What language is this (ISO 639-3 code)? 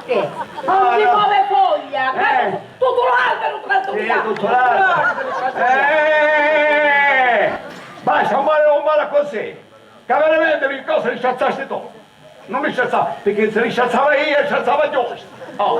scn